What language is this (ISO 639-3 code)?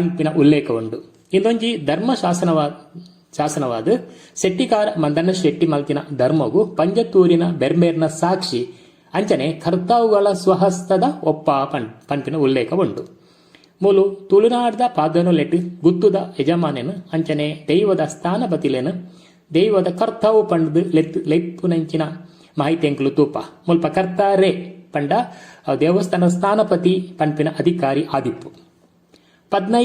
tcy